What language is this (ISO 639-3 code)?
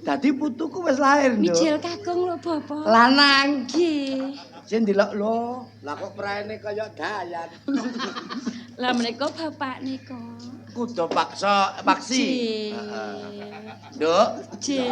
jav